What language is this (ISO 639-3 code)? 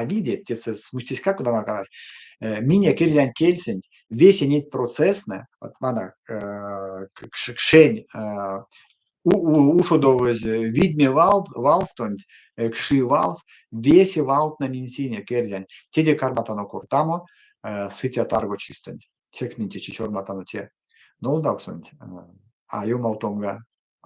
myv